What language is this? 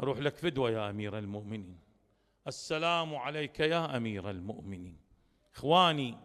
Mesopotamian Arabic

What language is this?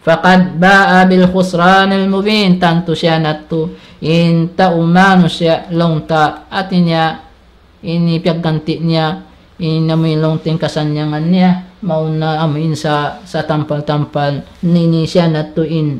Tausug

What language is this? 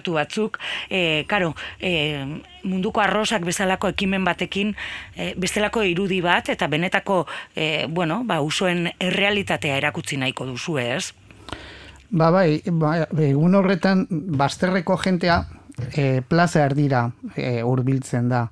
Basque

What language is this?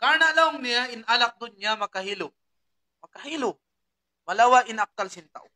Tausug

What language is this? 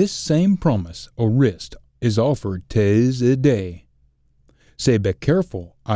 Scots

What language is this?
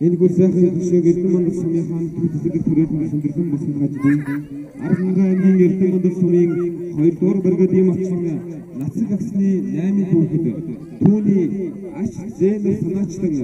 Mongolian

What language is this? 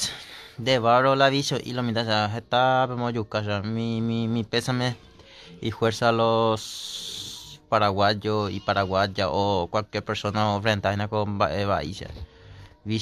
Guarani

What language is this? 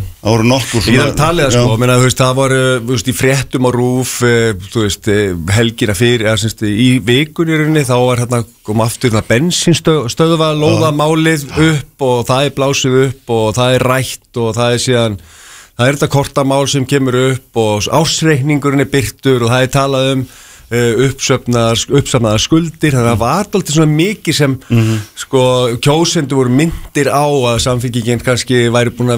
Icelandic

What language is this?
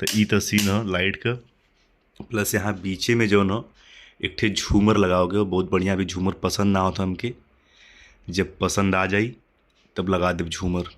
Bhojpuri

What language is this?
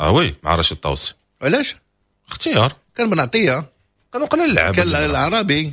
Moroccan Arabic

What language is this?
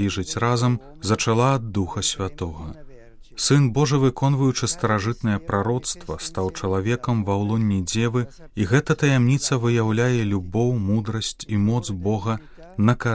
Belarusian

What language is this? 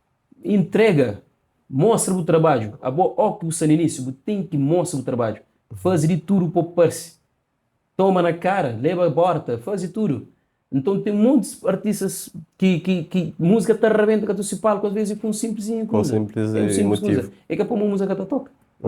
Kabuverdianu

